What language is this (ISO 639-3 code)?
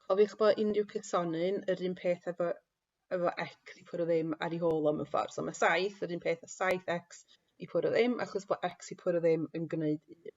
cym